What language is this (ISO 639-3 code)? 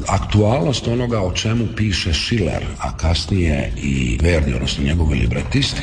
hrv